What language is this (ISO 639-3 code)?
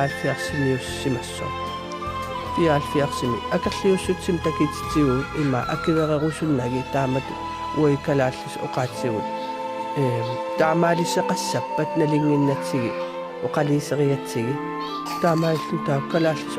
kal